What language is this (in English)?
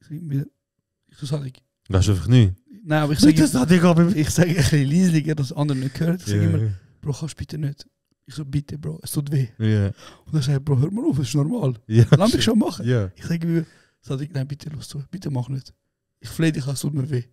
Swiss German